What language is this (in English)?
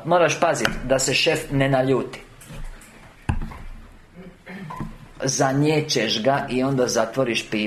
Croatian